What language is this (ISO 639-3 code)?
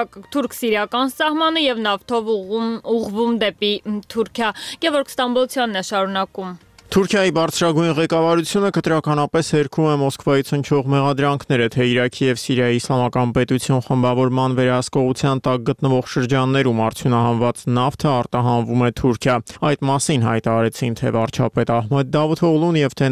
hye